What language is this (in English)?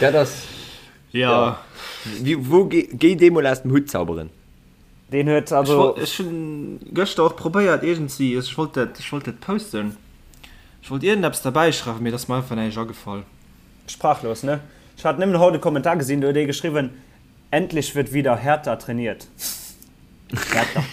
Luxembourgish